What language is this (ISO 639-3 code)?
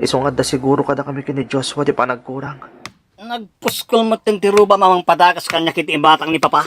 ilo